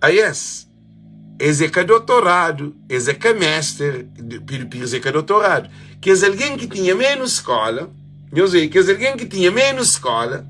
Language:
Kabuverdianu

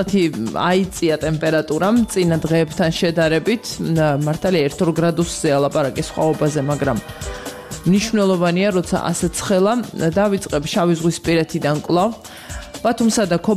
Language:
Georgian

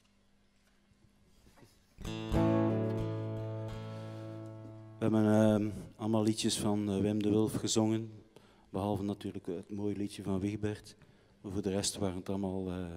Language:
Dutch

